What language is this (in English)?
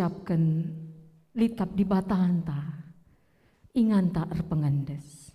Batak Karo